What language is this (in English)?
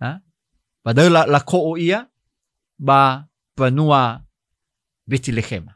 Nias